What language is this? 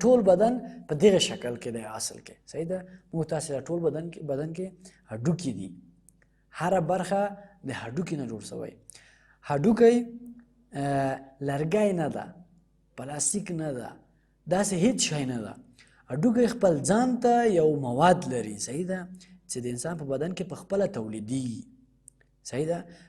Pashto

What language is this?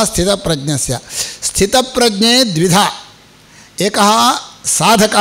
Sanskrit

